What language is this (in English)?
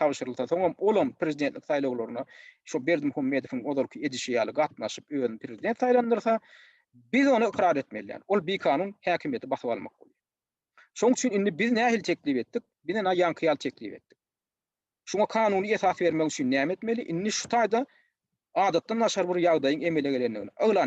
Turkmen